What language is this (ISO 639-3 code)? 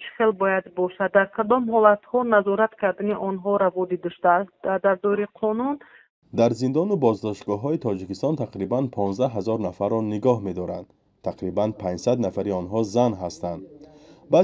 tgk